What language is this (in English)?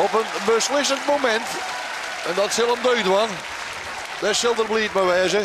Western Frisian